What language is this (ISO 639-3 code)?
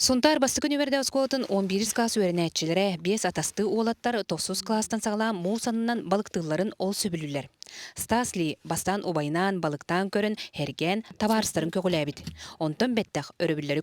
sah